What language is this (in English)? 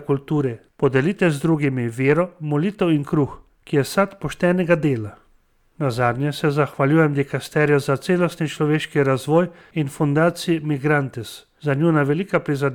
Slovenian